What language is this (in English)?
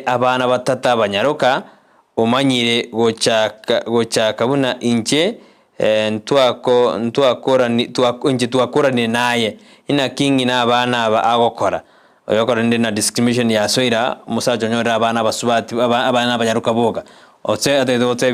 Gusii